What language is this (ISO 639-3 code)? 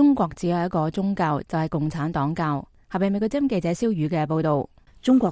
yue